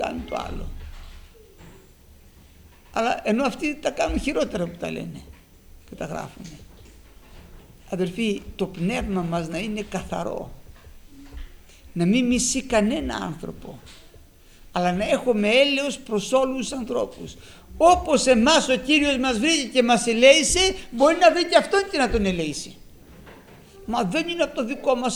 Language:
Greek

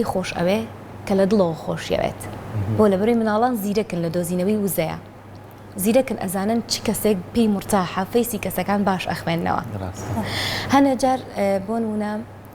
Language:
Central Kurdish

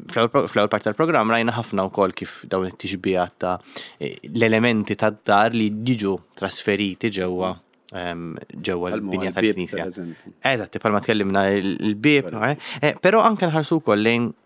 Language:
Maltese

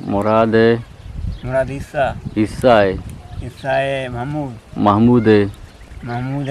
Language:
Eastern Balochi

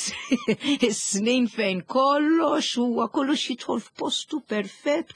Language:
Maltese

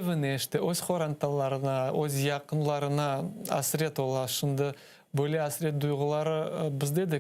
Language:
Crimean Tatar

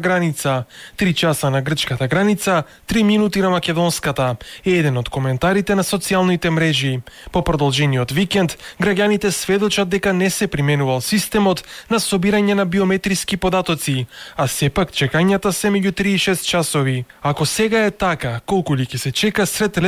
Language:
Macedonian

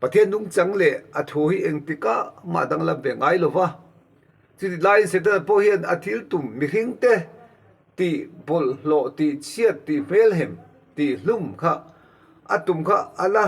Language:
Mizo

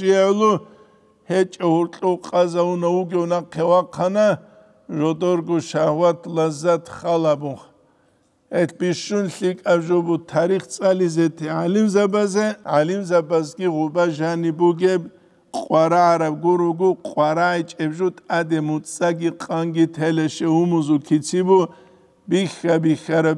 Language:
Avaric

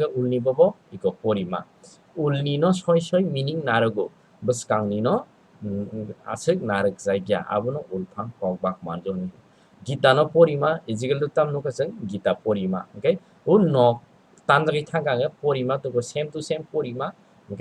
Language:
Kok Borok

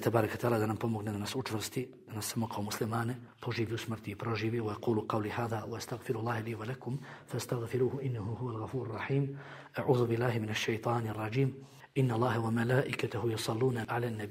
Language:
Bosnian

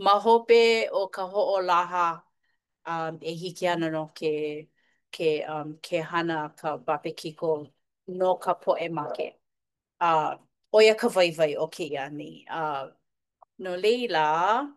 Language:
Hawaiian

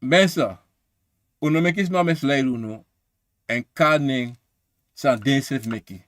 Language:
Sranan Tongo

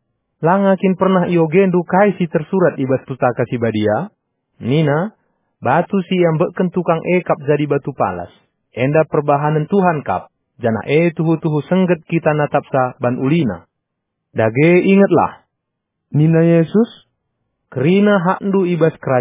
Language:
Batak Karo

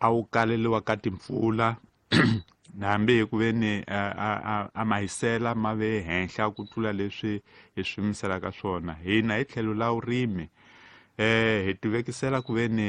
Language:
Tsonga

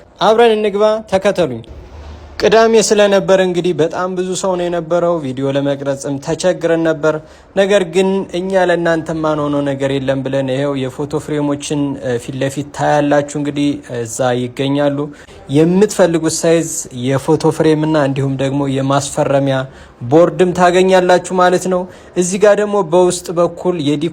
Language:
Amharic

